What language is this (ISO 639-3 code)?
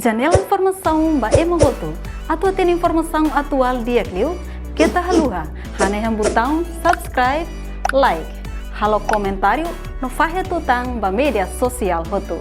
tet